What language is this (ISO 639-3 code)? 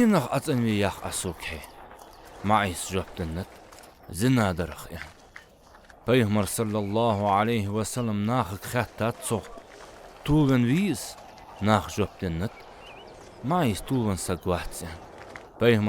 inh